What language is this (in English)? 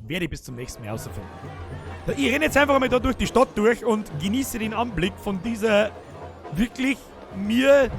Bavarian